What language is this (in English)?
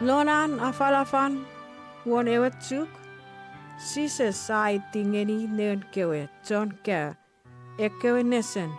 Chuukese